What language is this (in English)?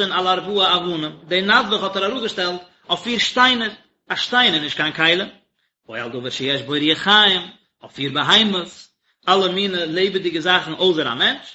Yiddish